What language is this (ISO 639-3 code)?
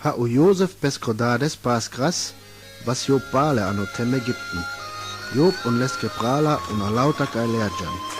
rmo